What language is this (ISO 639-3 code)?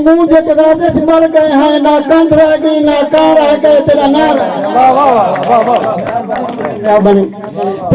skr